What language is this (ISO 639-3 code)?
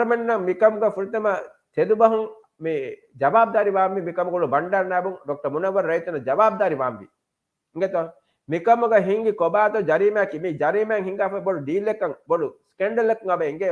div